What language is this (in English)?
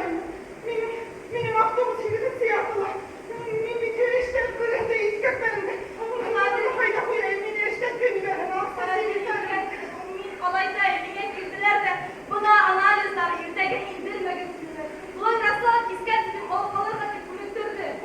Bashkir